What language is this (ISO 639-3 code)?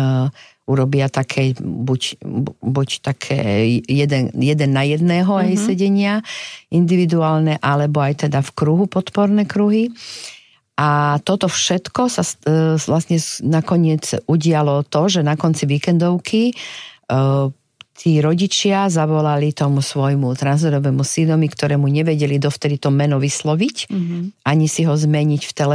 slk